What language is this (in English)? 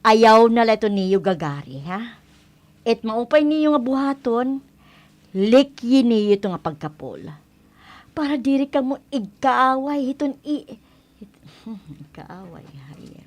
Waray